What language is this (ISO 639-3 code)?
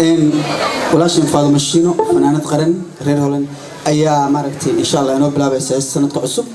som